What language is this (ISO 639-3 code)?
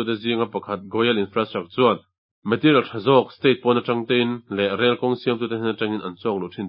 lus